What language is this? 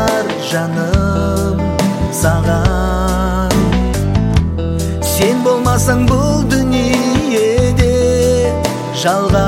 Kazakh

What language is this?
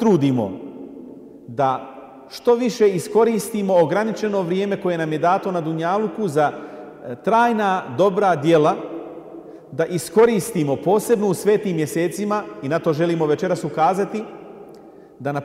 Bosnian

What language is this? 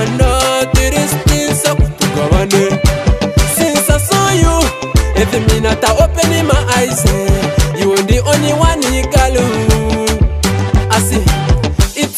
Kinyarwanda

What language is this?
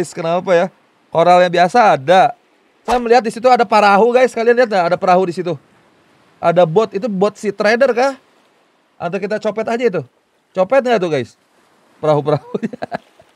Indonesian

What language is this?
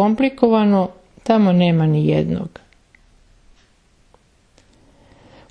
Serbian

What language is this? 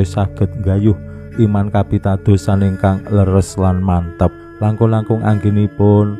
Javanese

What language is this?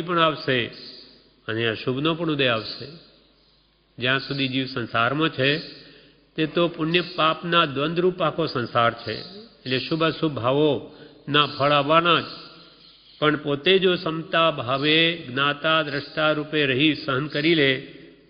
Gujarati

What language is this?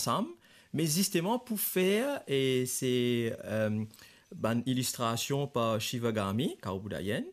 Morisyen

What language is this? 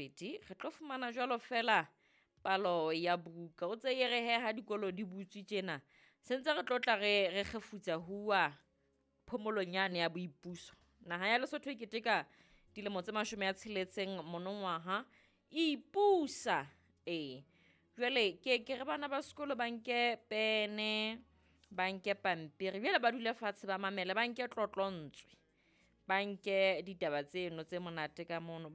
Southern Sotho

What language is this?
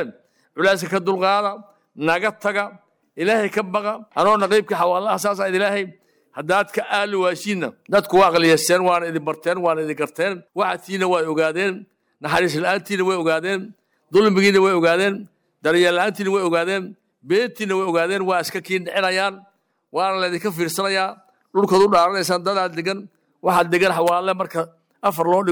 Somali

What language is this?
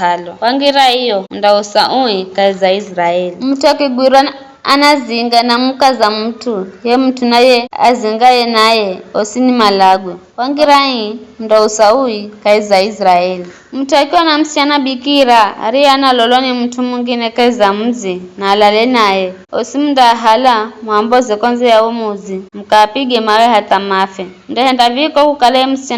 Giryama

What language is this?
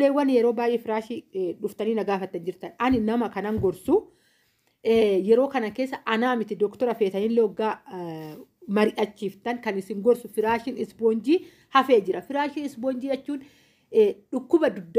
Oromo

